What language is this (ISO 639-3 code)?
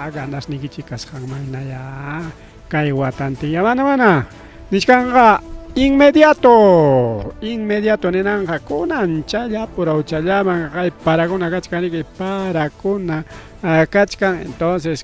quy